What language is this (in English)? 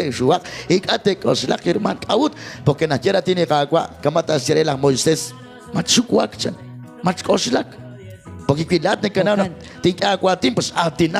Kekchí